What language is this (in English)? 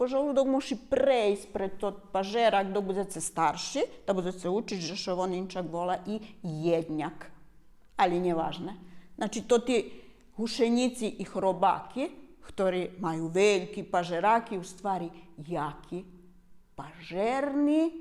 Rusyn